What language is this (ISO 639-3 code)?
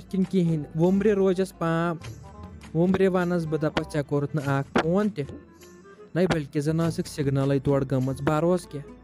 kas